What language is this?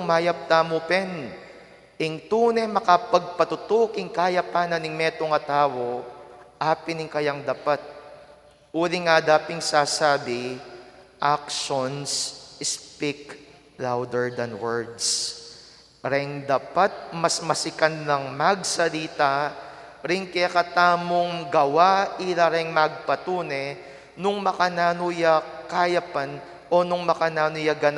Pampanga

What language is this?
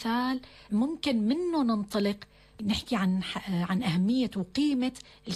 North Levantine Arabic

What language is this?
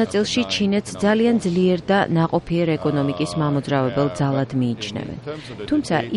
Georgian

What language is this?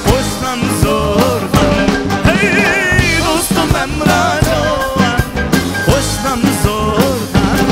Uyghur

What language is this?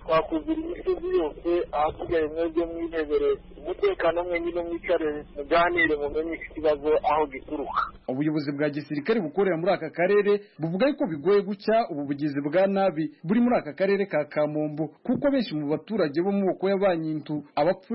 Kinyarwanda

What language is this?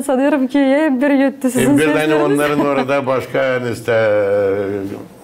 Gagauz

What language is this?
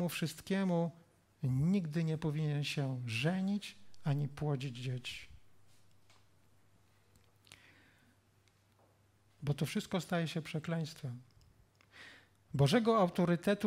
Polish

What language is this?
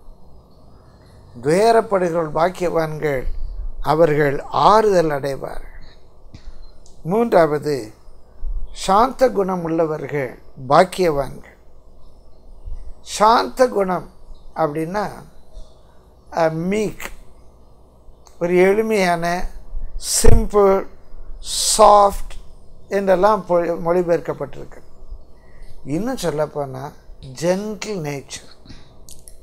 Tamil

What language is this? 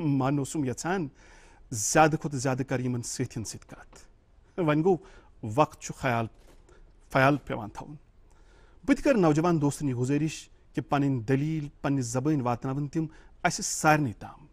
Kashmiri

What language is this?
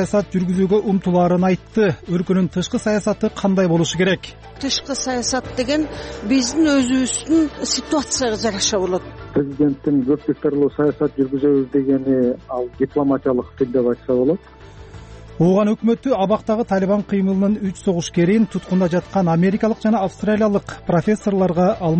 Kyrgyz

